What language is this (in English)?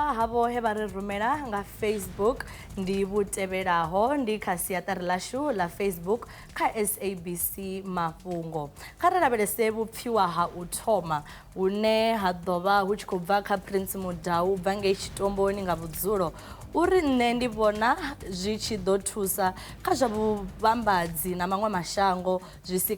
Venda